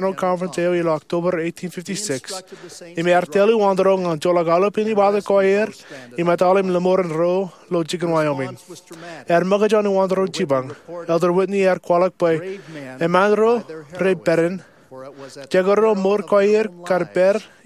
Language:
Marshallese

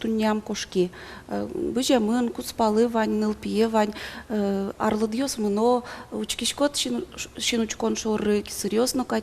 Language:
Udmurt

